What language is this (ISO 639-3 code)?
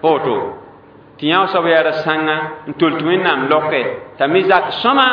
mos